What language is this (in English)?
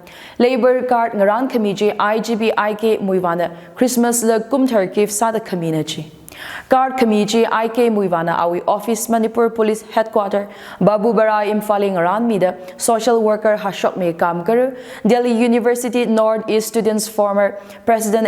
Tangkhul Naga (India)